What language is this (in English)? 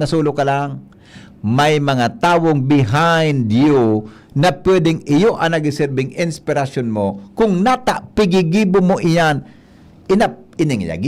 Bikol